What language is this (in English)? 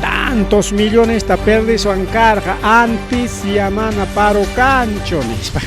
Ayacucho Quechua